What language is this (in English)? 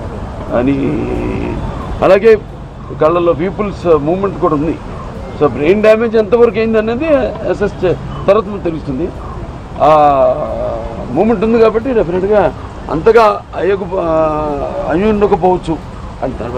Telugu